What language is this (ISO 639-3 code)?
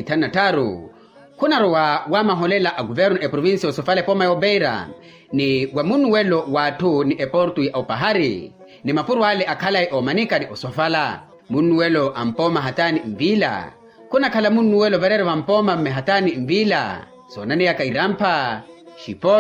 vmw